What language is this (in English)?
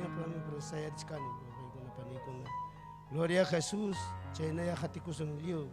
Ayacucho Quechua